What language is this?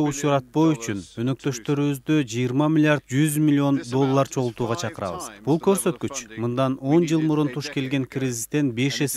Kyrgyz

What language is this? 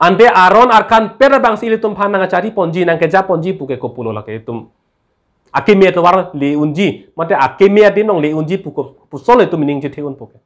Karbi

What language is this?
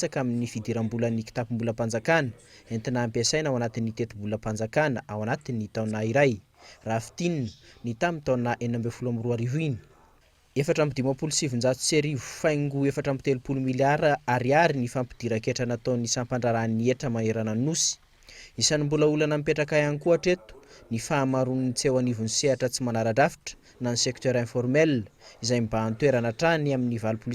Malagasy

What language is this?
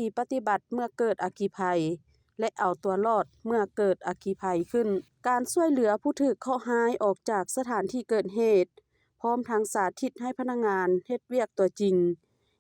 Lao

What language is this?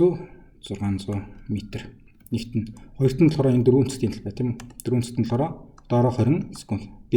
Mongolian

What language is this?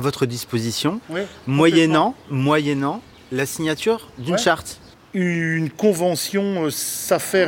French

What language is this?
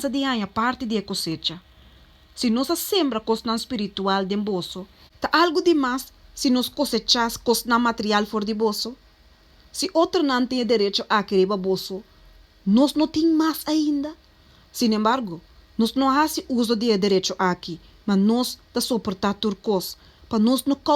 Papiamento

